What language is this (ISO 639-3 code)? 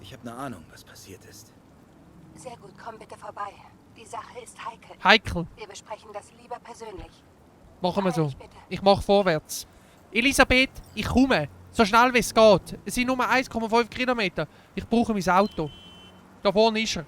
gsw